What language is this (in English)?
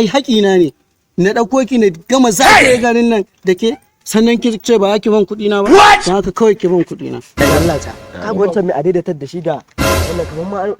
Hausa